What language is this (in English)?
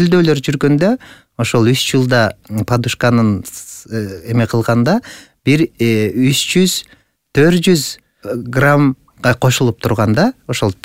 Kyrgyz